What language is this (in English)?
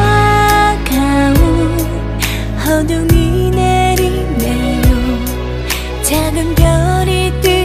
Korean